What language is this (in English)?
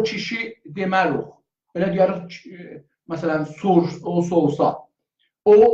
South Azerbaijani